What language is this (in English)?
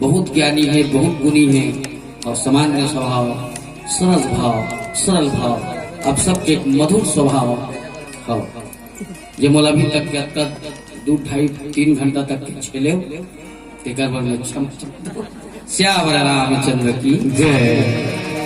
Chhattisgarhi